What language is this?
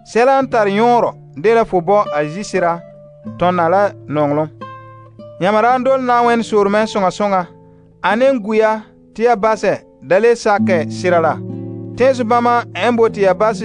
Frafra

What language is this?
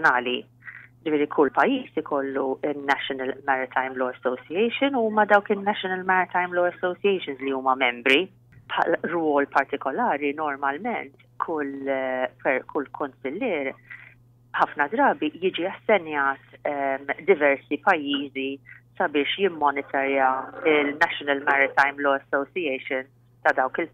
Maltese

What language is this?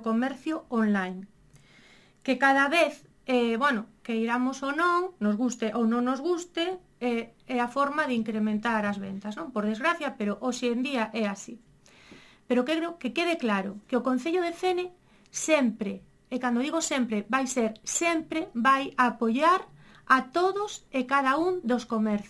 Galician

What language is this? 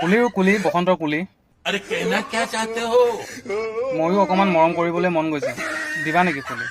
Assamese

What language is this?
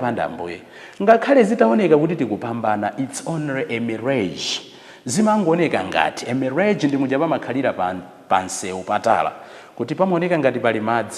Nyanja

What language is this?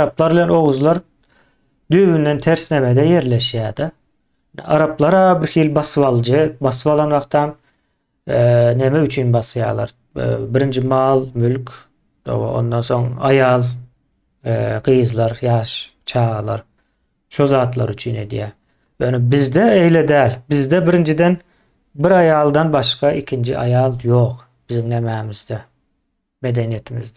Turkmen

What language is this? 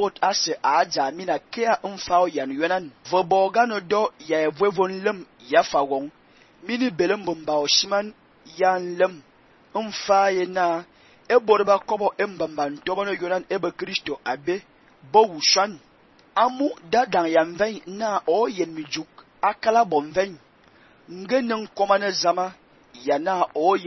Fang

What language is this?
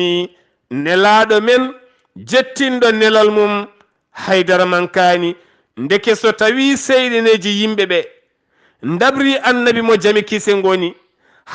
Fula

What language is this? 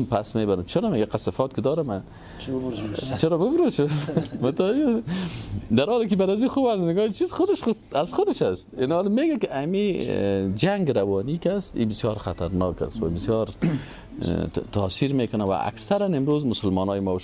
Persian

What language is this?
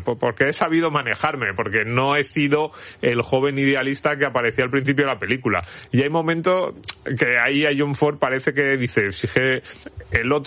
Spanish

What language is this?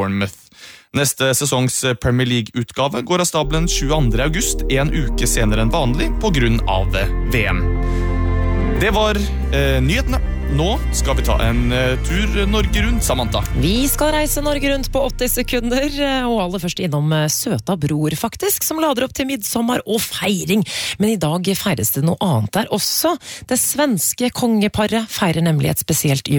Norwegian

